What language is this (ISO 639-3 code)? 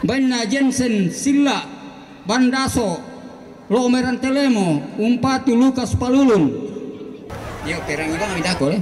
sda